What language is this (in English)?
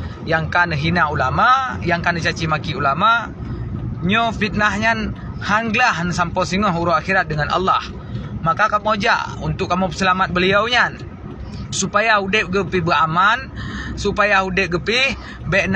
Achinese